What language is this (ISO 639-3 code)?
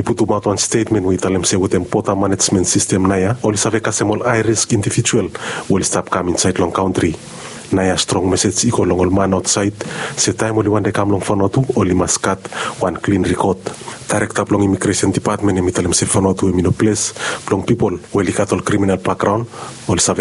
bis